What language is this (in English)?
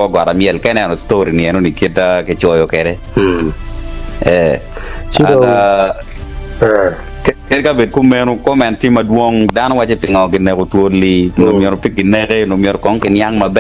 Acoli